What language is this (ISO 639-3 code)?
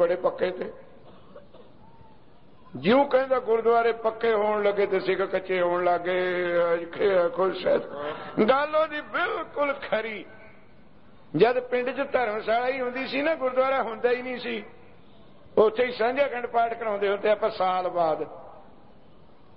pan